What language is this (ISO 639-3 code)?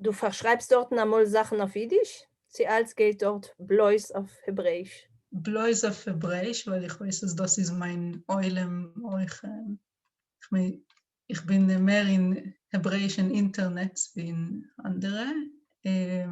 yid